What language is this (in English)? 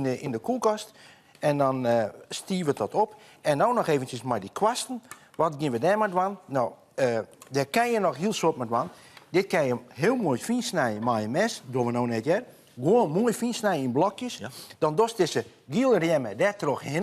Western Frisian